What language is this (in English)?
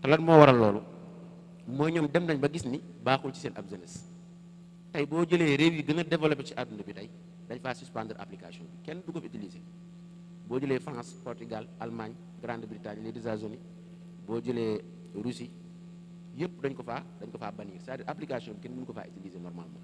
Wolof